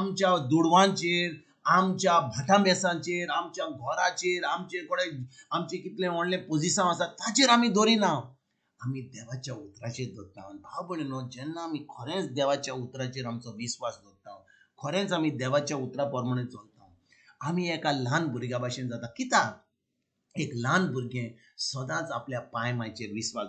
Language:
Konkani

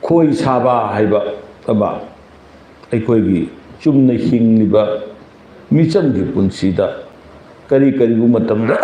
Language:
Manipuri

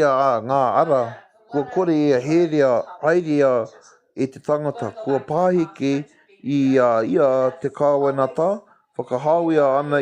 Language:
Māori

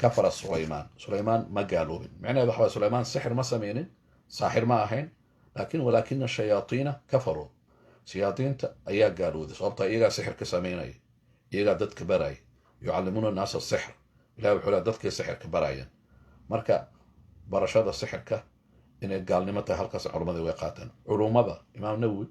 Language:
Somali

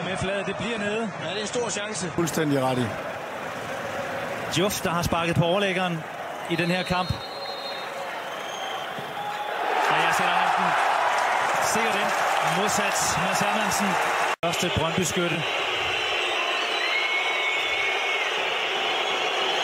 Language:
Danish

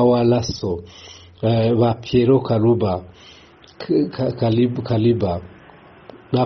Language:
Kinyarwanda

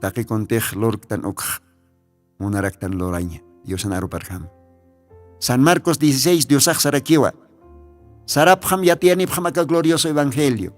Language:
Aymara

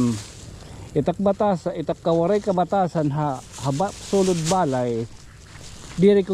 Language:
Waray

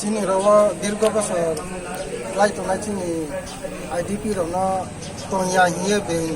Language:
Riang (India)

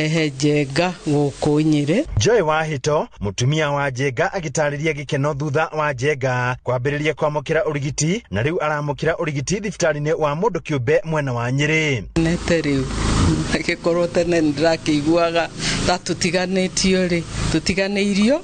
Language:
Kikuyu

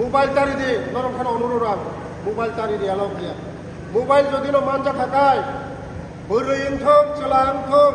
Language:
Kok Borok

